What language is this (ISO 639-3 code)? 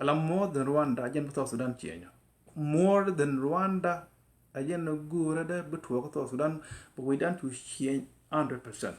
nus